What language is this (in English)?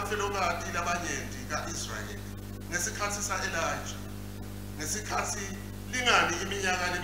Swati